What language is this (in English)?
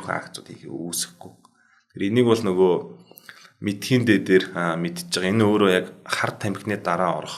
Mongolian